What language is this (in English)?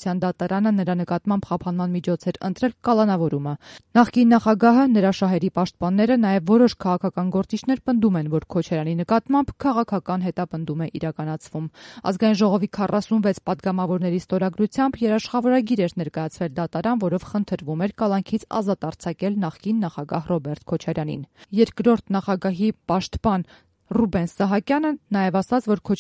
Armenian